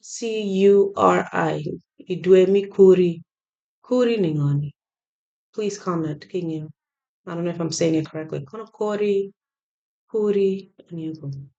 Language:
Acoli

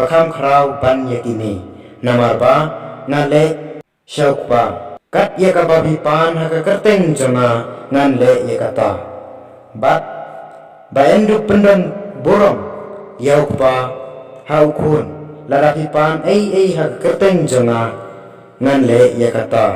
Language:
Khasi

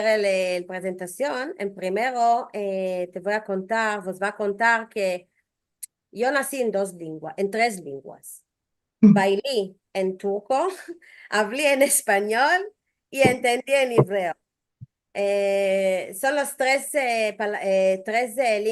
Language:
Ladino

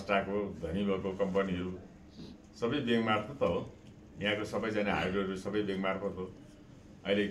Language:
Nepali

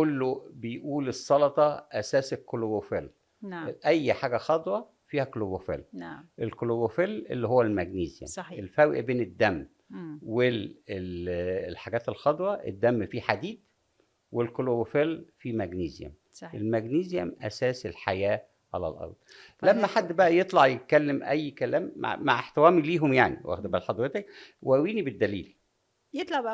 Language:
Egyptian Arabic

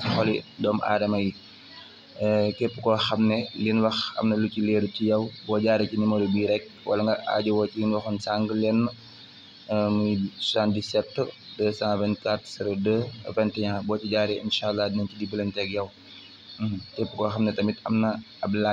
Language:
Wolof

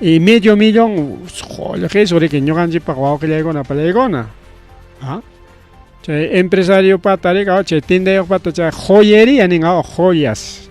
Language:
Ayacucho Quechua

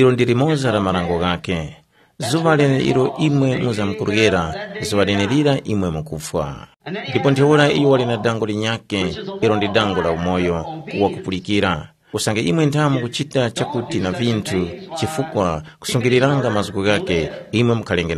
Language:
Tumbuka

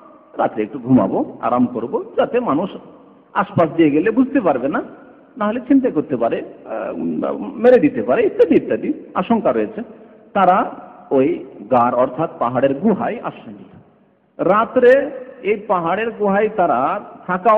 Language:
Bangla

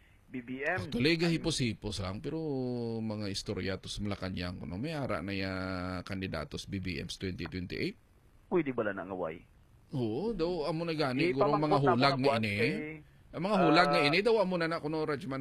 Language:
Hiligaynon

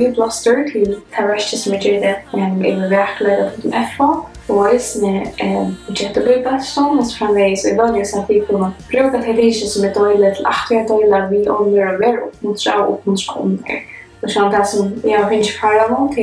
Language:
Faroese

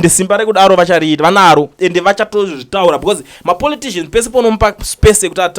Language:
Shona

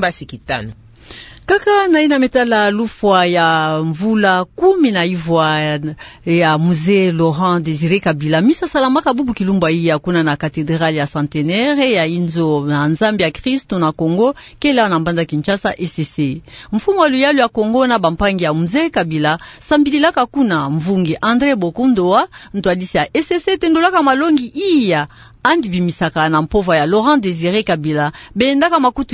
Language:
Kituba (Democratic Republic of Congo)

